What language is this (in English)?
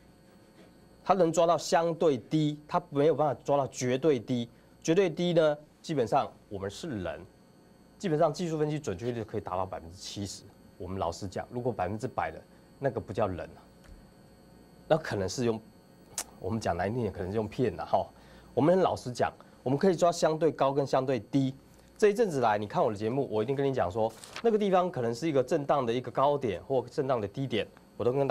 Chinese